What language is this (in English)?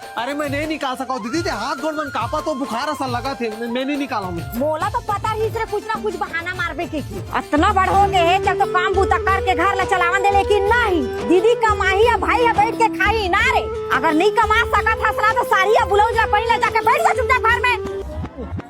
Chhattisgarhi